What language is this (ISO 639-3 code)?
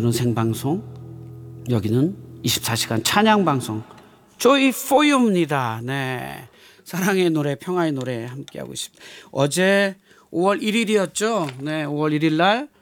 kor